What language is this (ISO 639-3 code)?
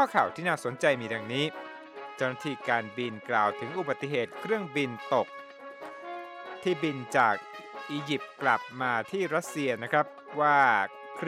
tha